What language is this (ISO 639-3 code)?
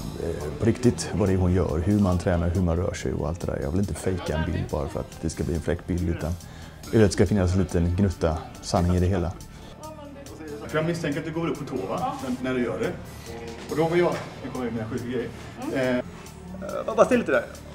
swe